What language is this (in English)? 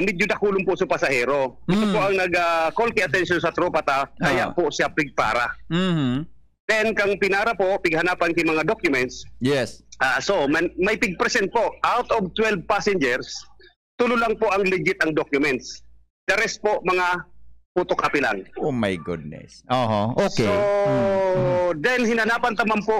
Bikol